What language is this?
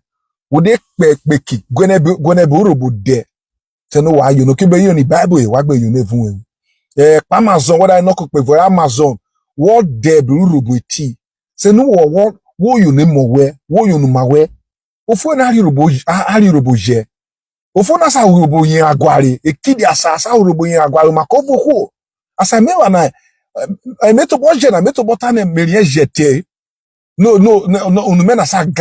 Urhobo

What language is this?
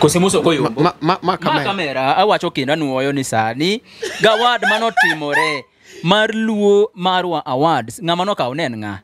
Luo (Kenya and Tanzania)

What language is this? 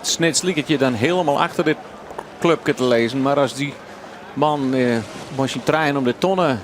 Western Frisian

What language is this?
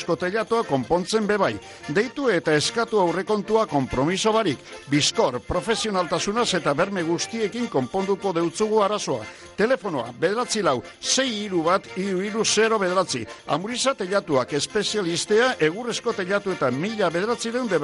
Basque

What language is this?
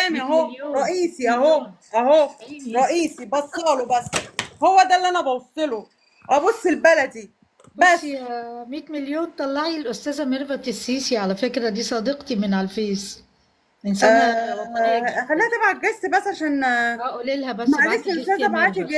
Egyptian Arabic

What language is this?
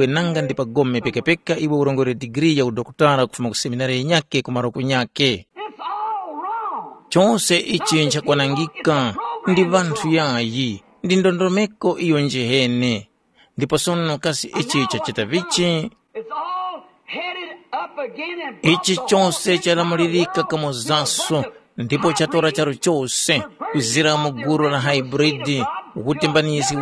Tumbuka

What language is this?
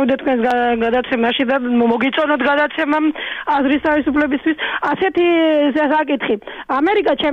Georgian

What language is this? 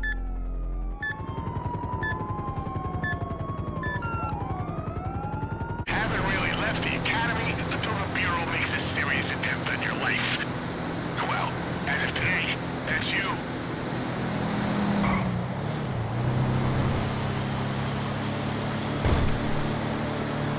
English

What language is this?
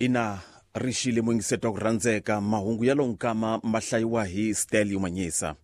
Tsonga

